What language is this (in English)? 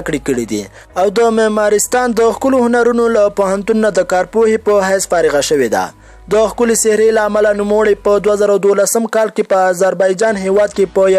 Pashto